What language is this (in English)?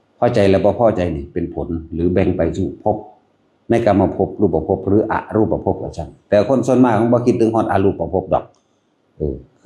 Northeastern Thai